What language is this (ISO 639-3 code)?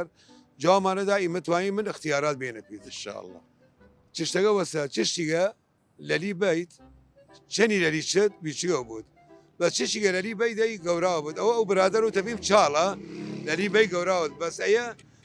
sdh